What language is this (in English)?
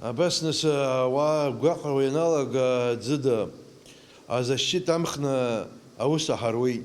Abkhazian